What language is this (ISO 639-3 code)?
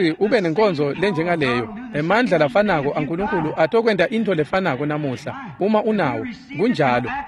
ssw